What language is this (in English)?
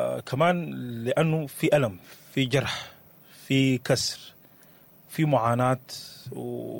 Sudanese Arabic